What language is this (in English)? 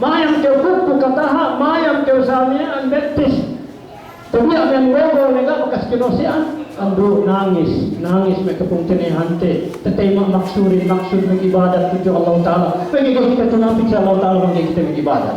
Yakan